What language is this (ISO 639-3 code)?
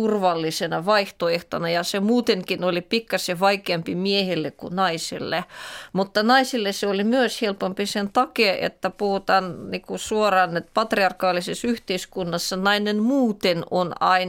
fin